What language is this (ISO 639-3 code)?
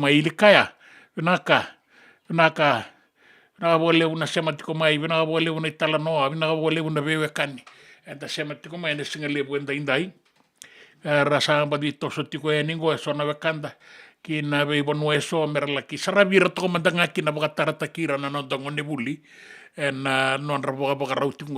fij